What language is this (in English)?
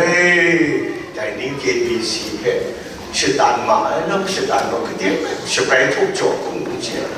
Kachin